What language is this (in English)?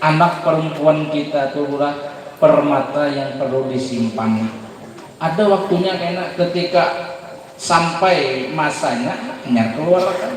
Banjar